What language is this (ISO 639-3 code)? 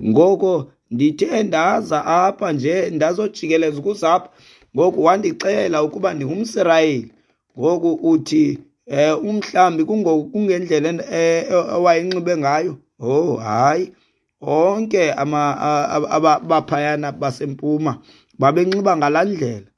xho